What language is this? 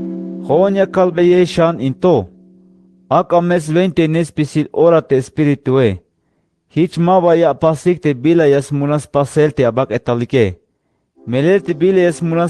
Tzeltal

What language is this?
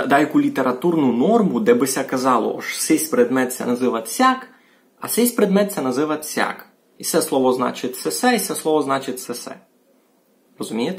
Rusyn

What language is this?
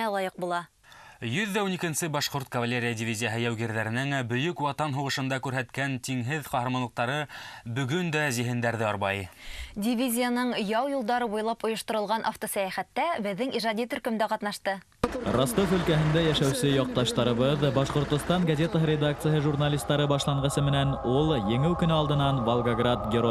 Bashkir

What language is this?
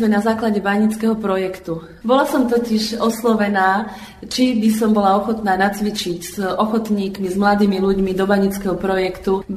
Slovak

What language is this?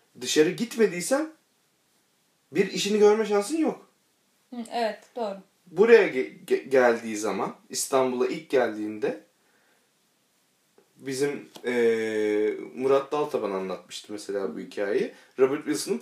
Turkish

